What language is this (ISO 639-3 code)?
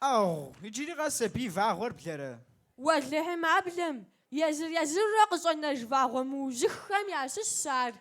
kbd